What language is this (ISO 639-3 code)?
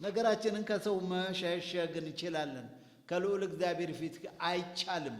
amh